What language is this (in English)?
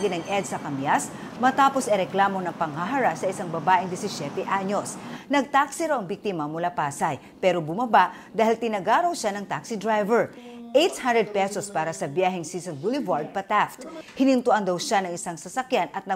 Filipino